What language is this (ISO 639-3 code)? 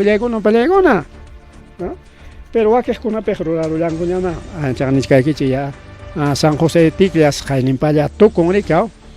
quy